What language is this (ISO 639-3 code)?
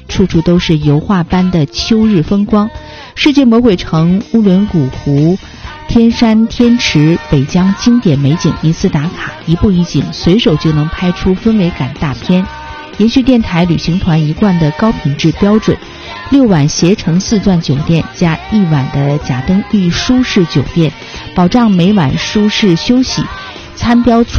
zho